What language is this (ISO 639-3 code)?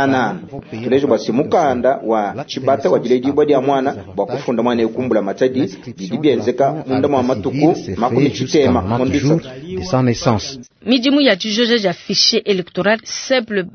lua